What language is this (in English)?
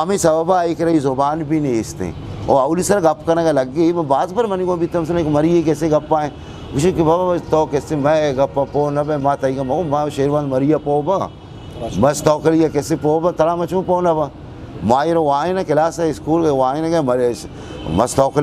Eastern Balochi